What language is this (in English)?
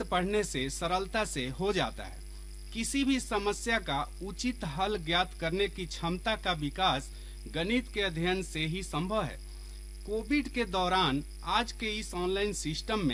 Hindi